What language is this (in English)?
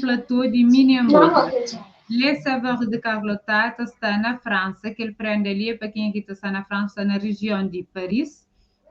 Kabuverdianu